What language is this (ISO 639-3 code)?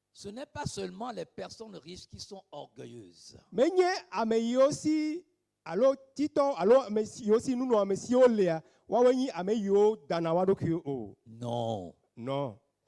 ewe